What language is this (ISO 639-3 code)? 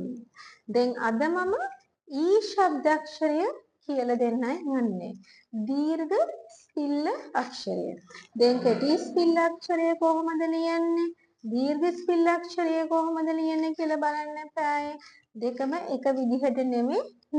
sin